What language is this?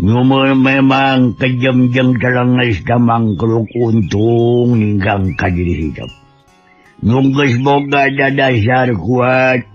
Sundanese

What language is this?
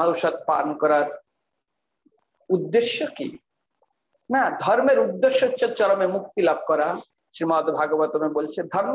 Bangla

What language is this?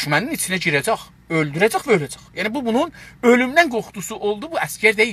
South Azerbaijani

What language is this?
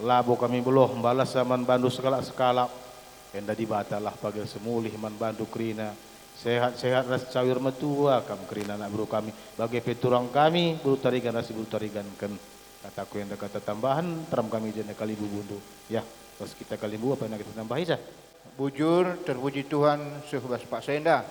Batak Karo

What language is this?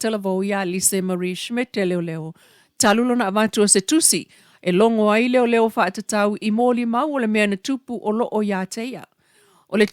Samoan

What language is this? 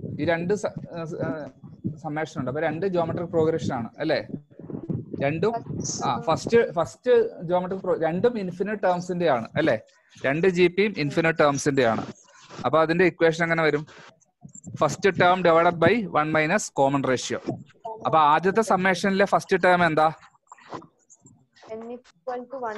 Malayalam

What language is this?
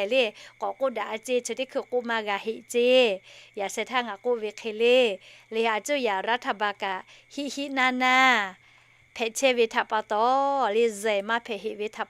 Lahu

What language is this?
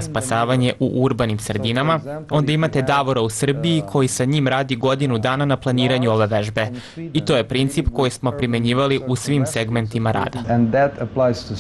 Serbian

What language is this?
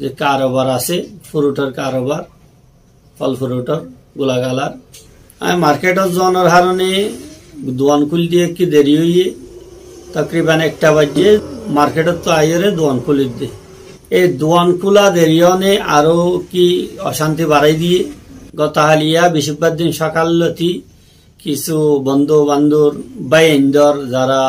Rohingya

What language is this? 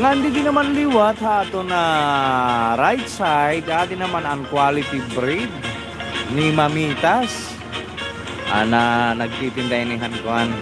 Waray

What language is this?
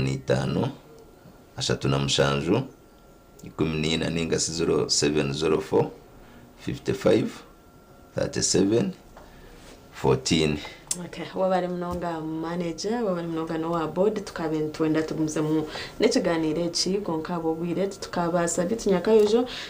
Nyankole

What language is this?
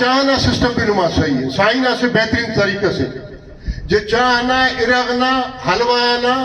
Brahui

